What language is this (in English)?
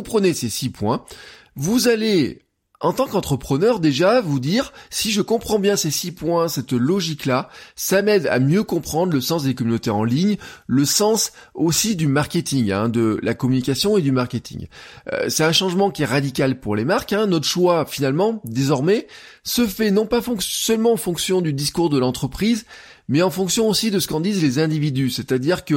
French